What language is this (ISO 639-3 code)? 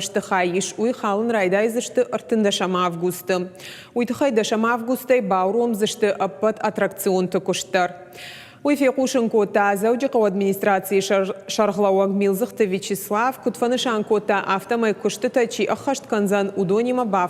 oss